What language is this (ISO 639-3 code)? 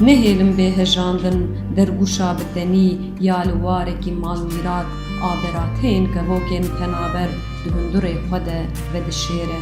kur